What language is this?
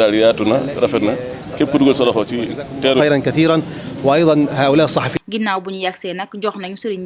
Wolof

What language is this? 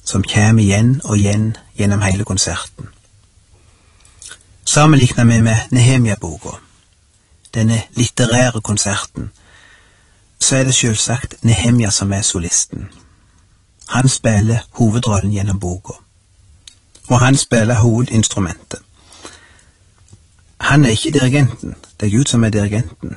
Norwegian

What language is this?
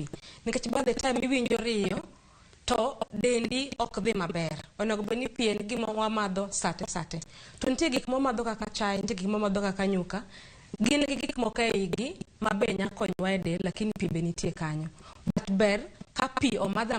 Luo (Kenya and Tanzania)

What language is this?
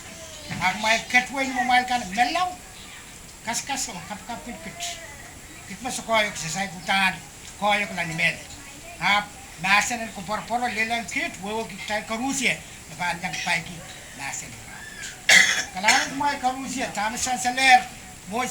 Pohnpeian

